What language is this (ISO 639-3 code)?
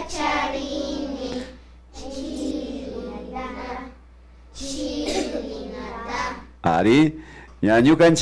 qvi